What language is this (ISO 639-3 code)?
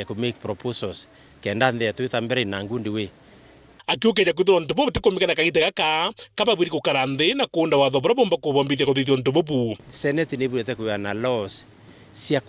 mer